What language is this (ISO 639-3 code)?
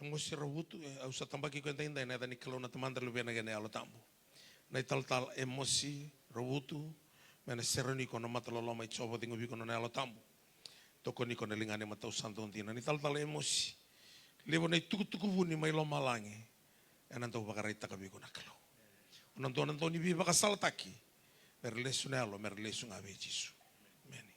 fij